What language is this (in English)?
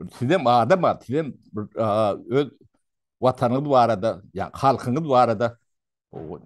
Turkmen